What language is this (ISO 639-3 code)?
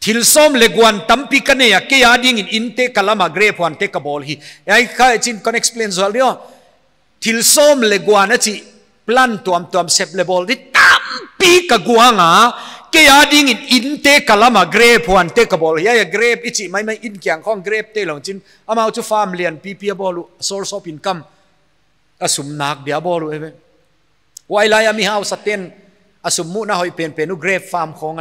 pck